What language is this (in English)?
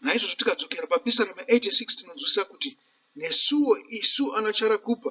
Shona